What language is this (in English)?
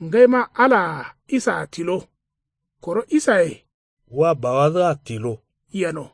Kanuri